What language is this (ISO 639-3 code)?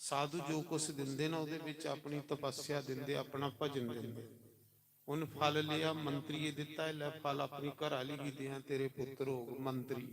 doi